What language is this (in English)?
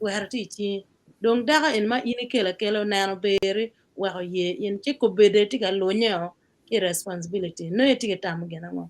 Acoli